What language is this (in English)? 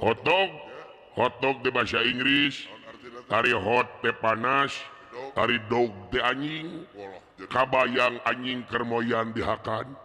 Sundanese